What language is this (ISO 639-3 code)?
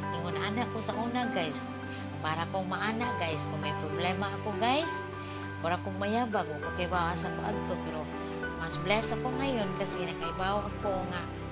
ceb